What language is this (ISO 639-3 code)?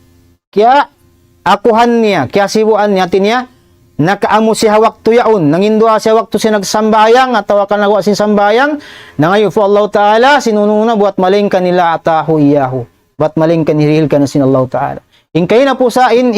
tsg